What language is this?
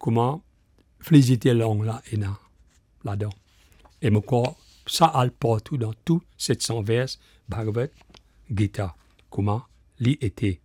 Morisyen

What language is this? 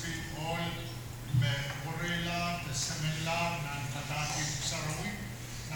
Pohnpeian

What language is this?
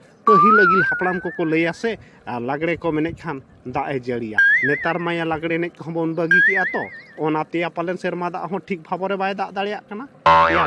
Santali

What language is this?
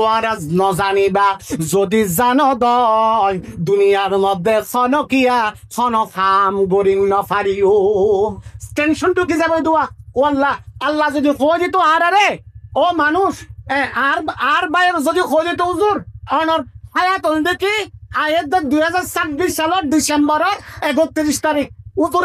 Rohingya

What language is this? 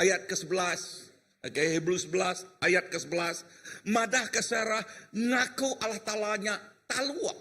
Iban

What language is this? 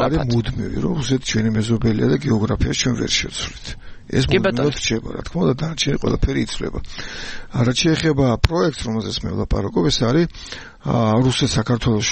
Georgian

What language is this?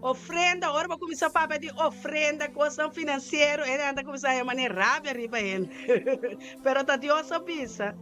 Papiamento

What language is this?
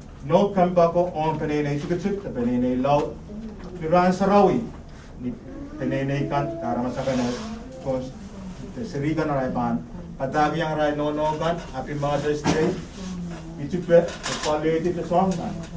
Pohnpeian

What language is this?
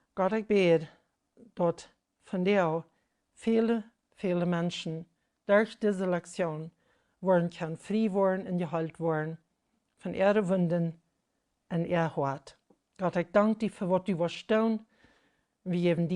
Plautdietsch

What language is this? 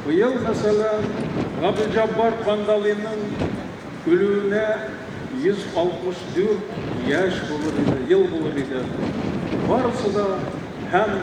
Tatar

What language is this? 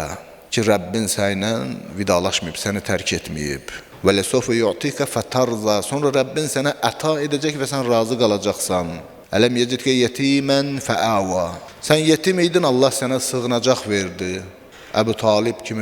Azerbaijani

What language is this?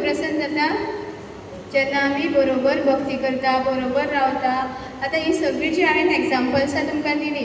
Konkani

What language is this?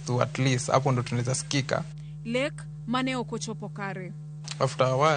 Luo (Kenya and Tanzania)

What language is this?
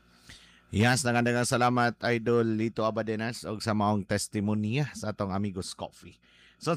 Cebuano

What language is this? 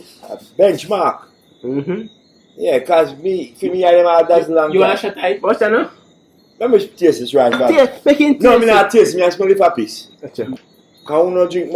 Jamaican Creole English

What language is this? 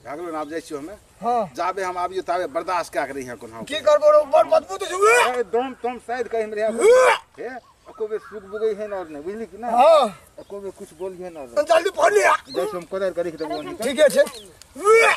Maithili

